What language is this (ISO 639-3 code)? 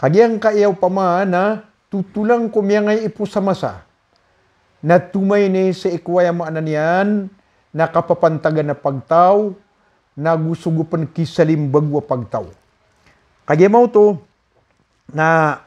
mrw